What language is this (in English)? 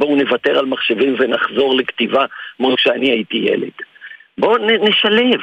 Hebrew